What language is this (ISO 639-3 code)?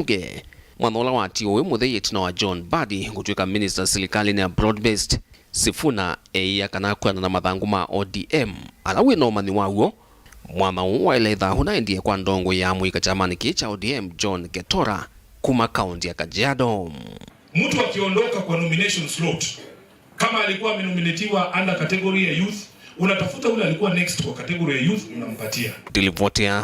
kam